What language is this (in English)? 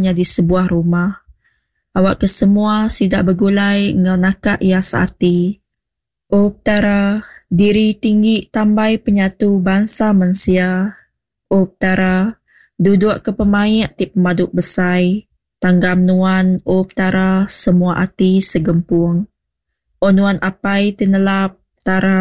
Iban